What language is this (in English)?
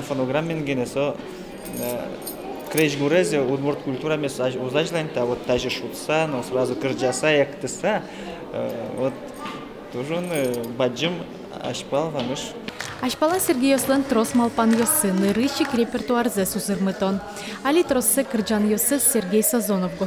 Udmurt